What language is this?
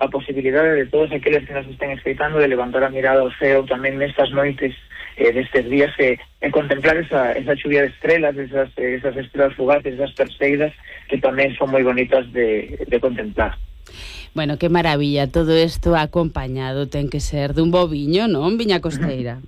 Galician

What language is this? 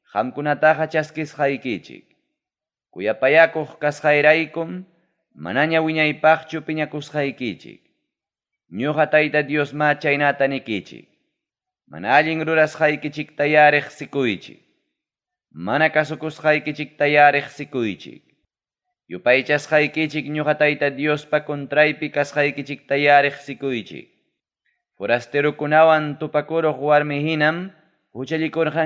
Ayacucho Quechua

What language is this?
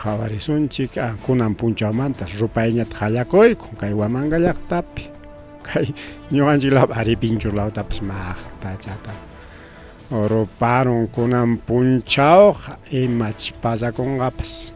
Ayacucho Quechua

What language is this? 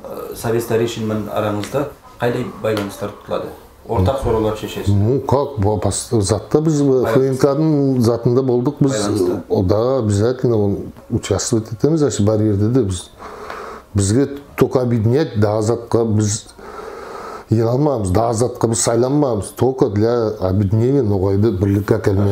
Nogai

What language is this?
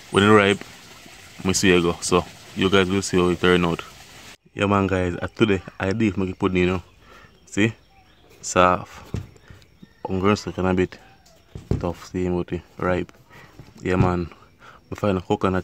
Jamaican Creole English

